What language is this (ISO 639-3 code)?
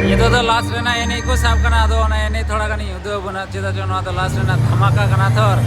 sat